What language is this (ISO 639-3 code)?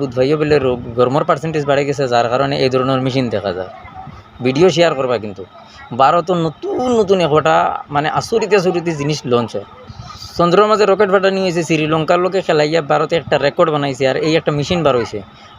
syl